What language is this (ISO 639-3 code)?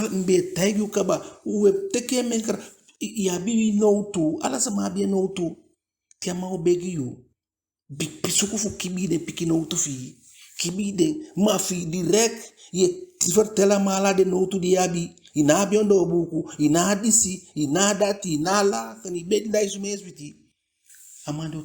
djk